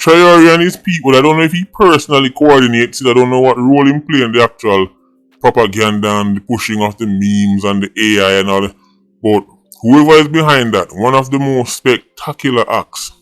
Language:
Jamaican Creole English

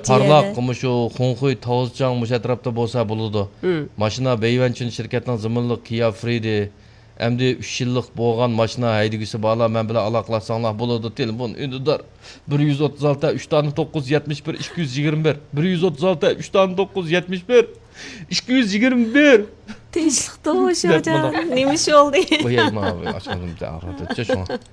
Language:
Uyghur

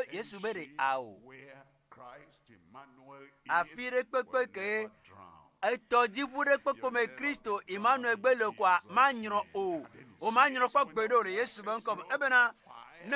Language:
Ewe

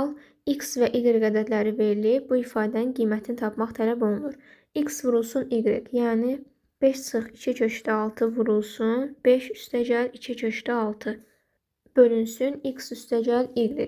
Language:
Azerbaijani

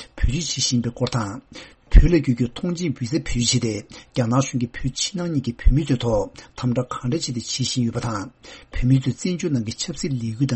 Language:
Tibetan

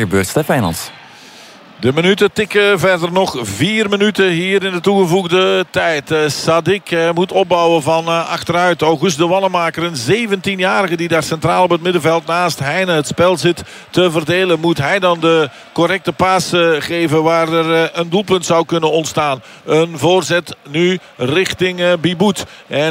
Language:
Dutch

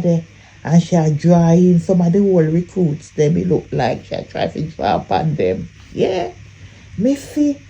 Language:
Jamaican Creole English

